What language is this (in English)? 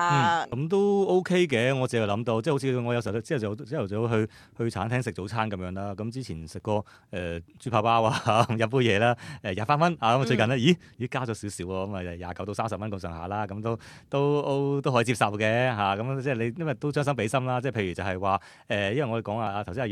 Cantonese